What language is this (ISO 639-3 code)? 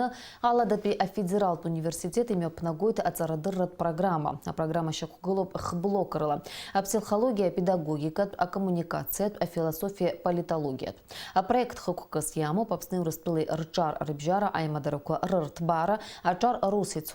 abk